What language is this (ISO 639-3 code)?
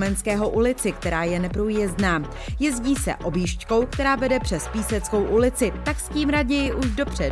ces